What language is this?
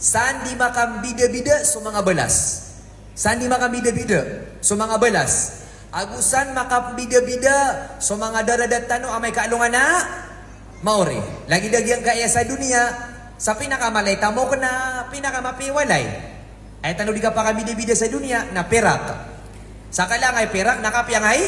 Maranao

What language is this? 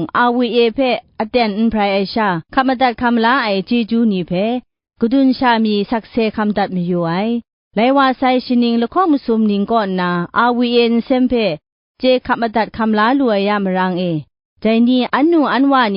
Kachin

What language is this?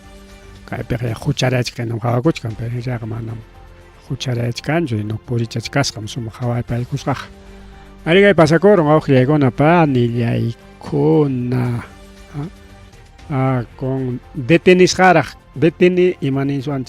Ayacucho Quechua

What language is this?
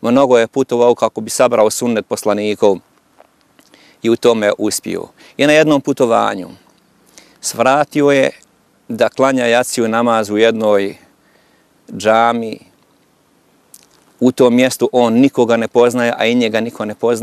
Bosnian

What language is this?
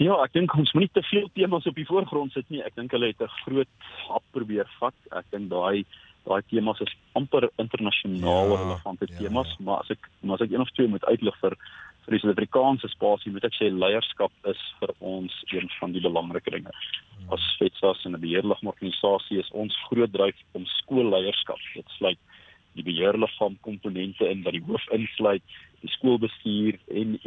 Afrikaans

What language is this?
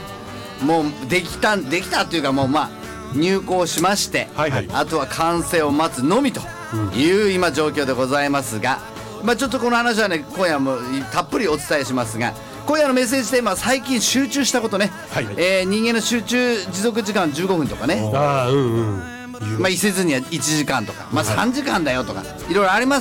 Japanese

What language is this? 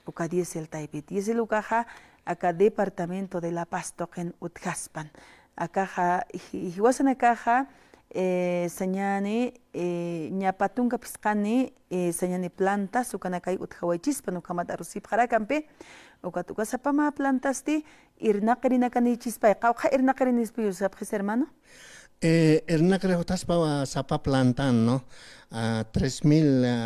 Aymara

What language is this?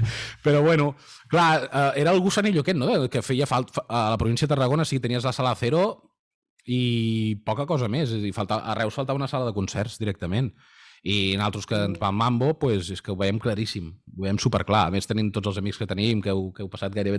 Catalan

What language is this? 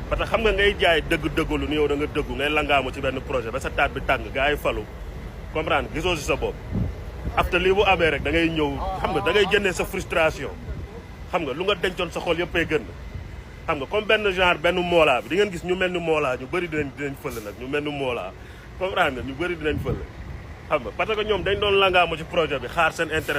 Wolof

